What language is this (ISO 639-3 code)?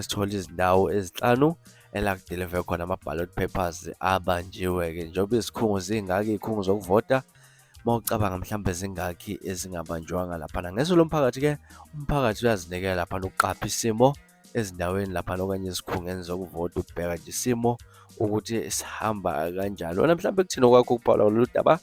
zul